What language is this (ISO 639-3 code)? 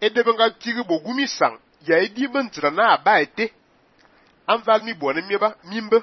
fan